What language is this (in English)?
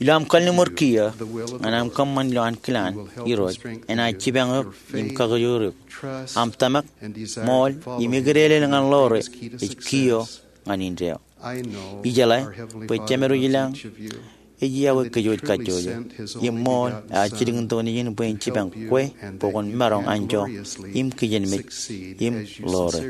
Marshallese